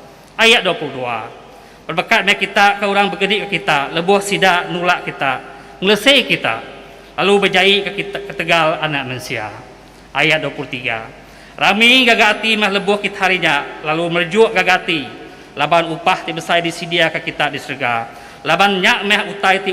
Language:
Iban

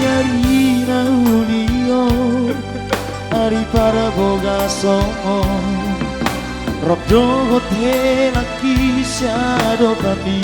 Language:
Batak Toba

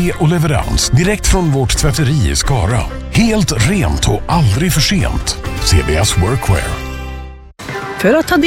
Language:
Swedish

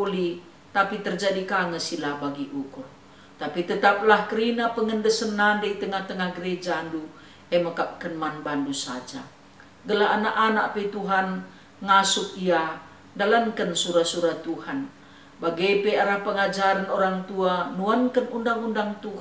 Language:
Batak Karo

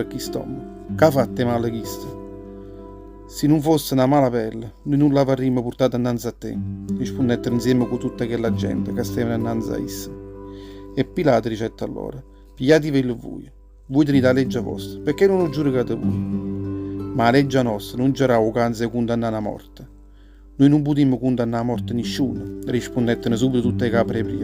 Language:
Neapolitan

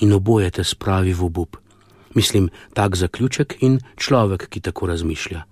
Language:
Slovenian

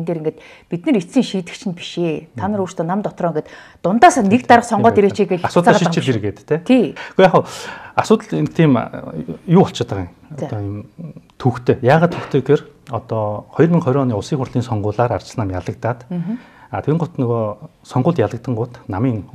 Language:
Mongolian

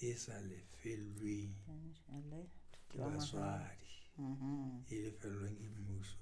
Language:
Southern Sotho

